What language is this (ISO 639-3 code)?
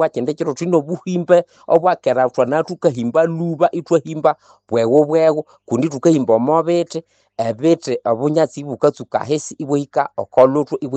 nnb